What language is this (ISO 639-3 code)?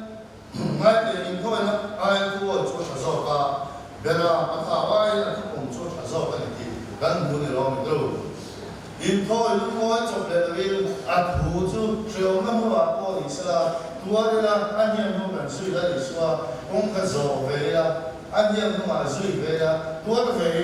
lus